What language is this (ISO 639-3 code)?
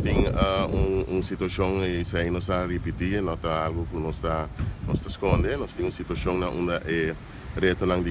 pap